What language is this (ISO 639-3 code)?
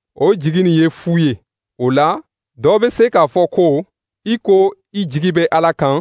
dyu